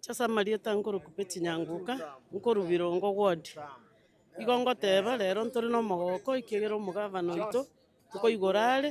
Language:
Gusii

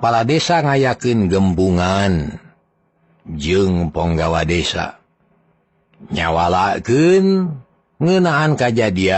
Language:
Sundanese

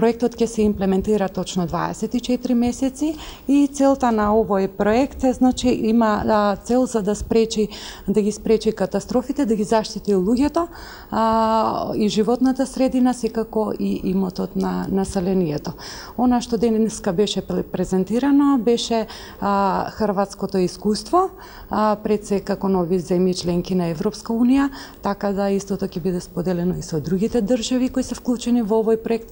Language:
Macedonian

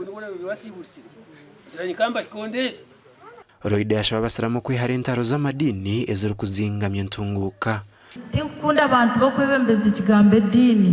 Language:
Nyankole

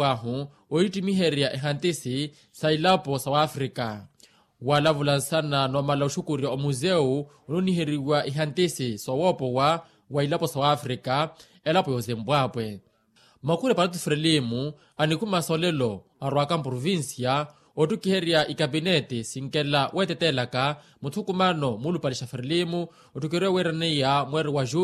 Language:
Makhuwa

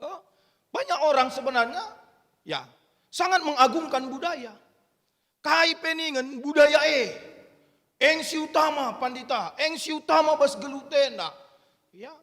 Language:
Batak Karo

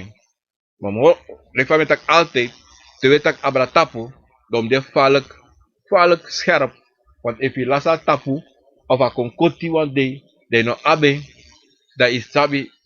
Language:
Sranan Tongo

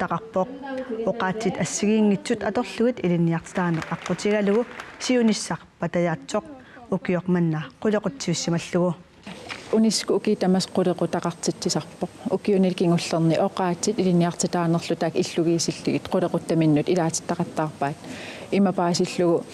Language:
Kalaallisut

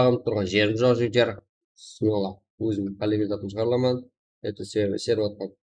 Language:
Kara-Kalpak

